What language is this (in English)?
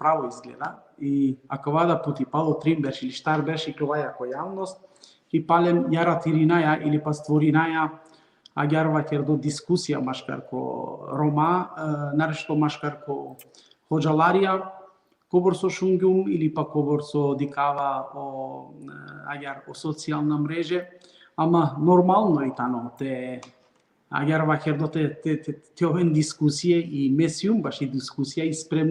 Balkan Romani